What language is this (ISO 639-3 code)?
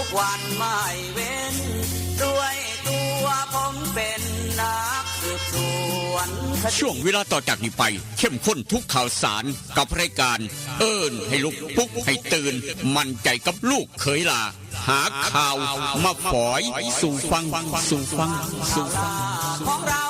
tts